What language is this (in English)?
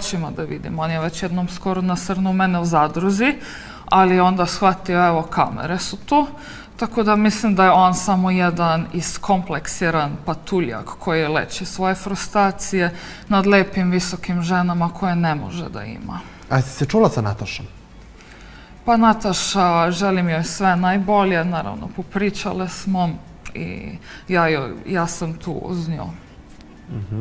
Serbian